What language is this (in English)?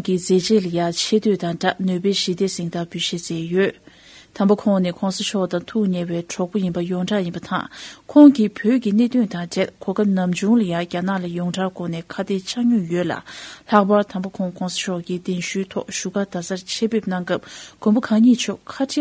Tibetan